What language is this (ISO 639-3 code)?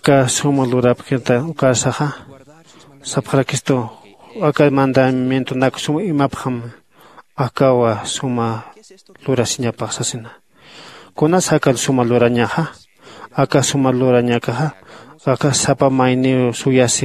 aym